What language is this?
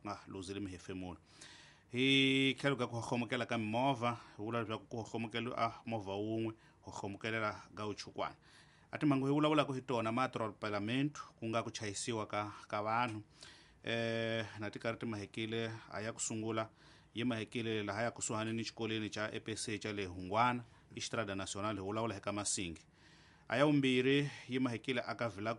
Tsonga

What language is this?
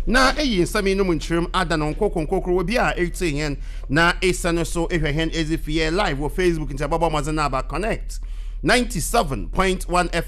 Akan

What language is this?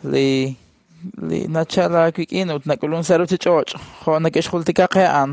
Kekchí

